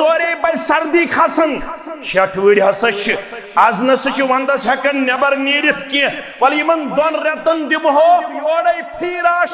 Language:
Kashmiri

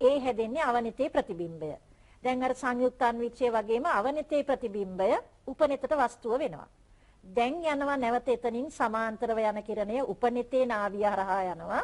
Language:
Sinhala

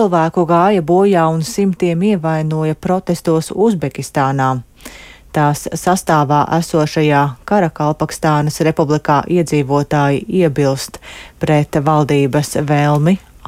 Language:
Latvian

